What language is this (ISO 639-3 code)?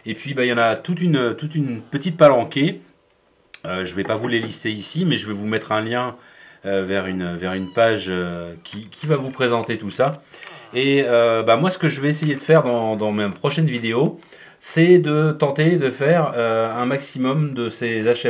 fra